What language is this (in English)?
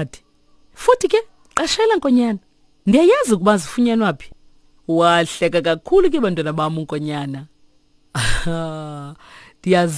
Xhosa